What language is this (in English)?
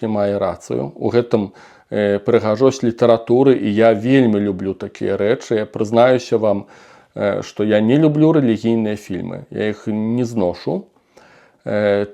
Belarusian